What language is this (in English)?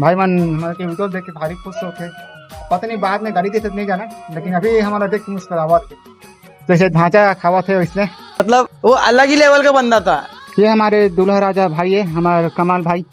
Chhattisgarhi